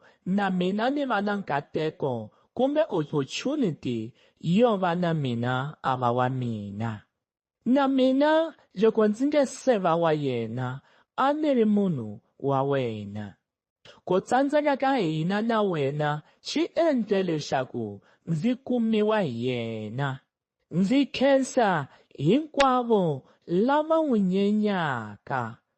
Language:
Tsonga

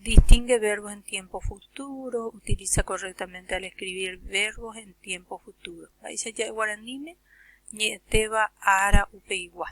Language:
Guarani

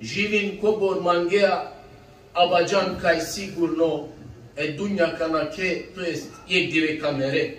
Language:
Balkan Romani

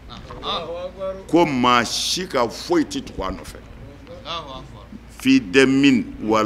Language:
Bambara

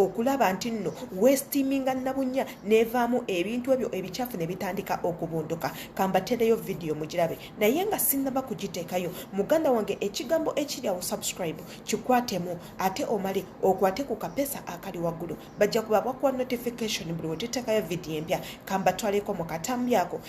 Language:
Ganda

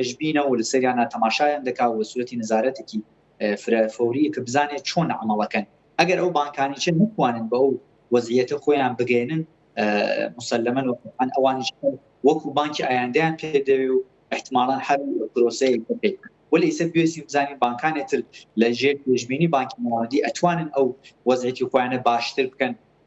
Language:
Central Kurdish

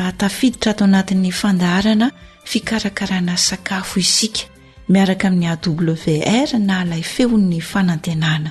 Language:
Malagasy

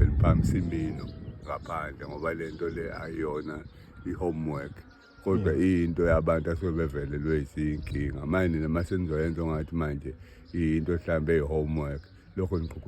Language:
Zulu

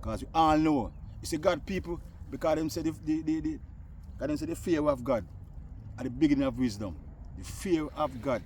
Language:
Jamaican Creole English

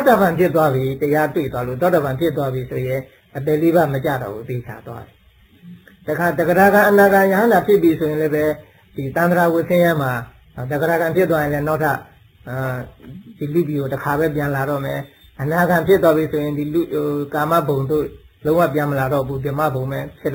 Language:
Burmese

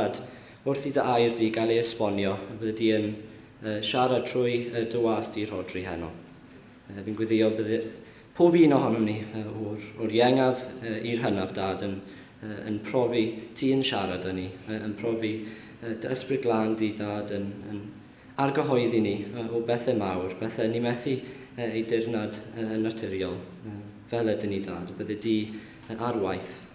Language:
Welsh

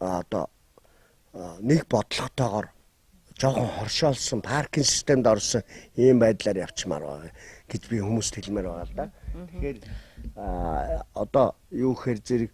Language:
Mongolian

